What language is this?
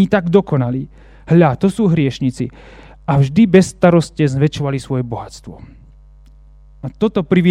Slovak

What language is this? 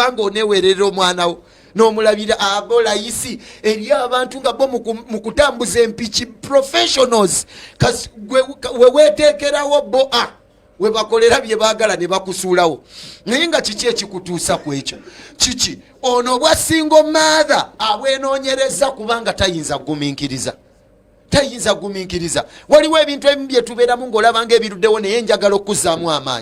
Ganda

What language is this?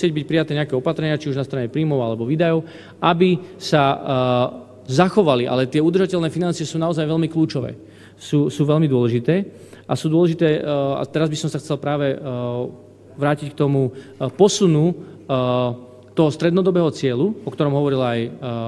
Slovak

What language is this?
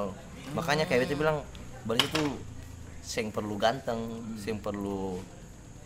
Ambonese Malay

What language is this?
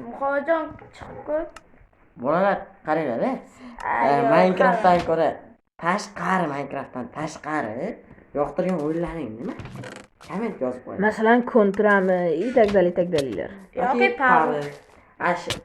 Uzbek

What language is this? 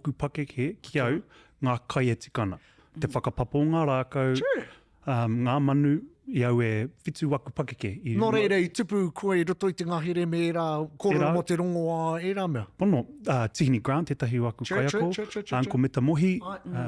Māori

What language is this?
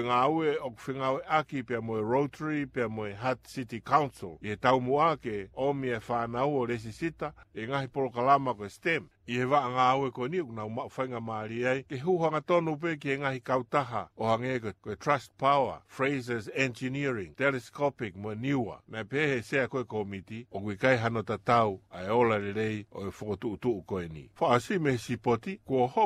Tongan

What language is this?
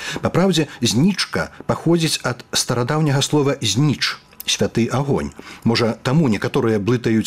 Belarusian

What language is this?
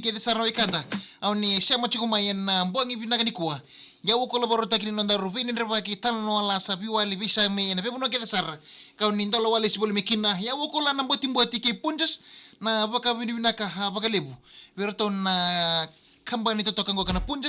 Fijian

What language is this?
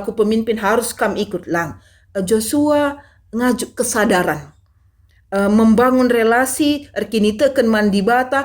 Batak Karo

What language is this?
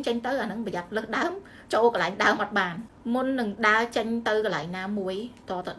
Khmer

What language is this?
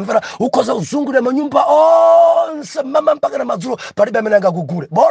Nyanja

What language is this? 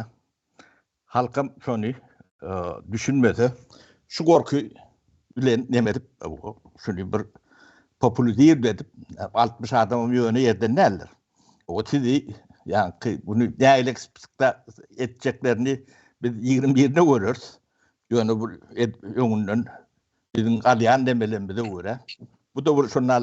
Turkmen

